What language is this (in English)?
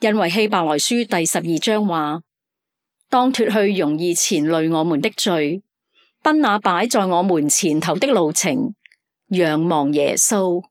Cantonese